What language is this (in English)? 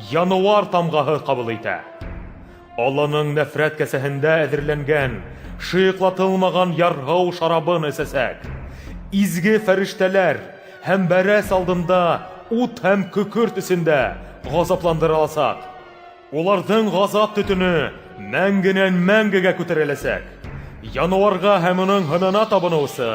Bashkir